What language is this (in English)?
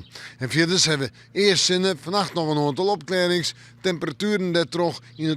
Western Frisian